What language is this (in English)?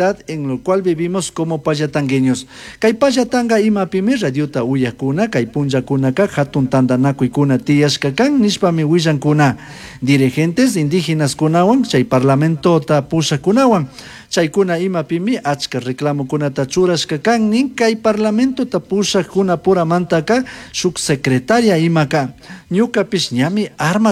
Chimborazo Highland Quichua